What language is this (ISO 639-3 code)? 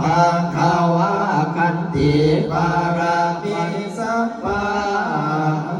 pli